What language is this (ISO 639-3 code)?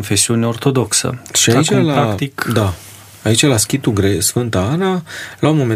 ron